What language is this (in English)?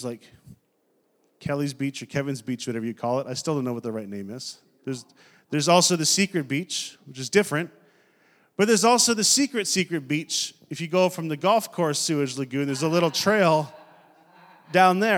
English